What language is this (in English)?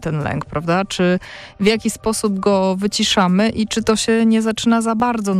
Polish